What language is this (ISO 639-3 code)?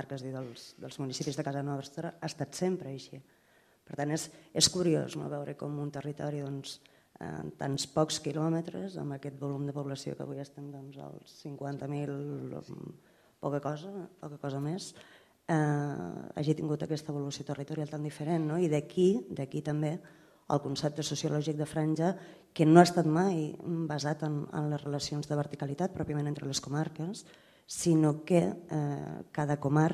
cat